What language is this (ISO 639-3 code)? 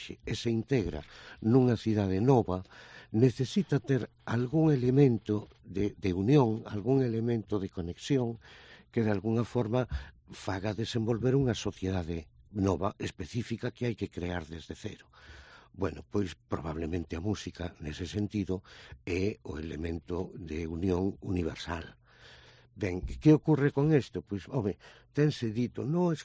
glg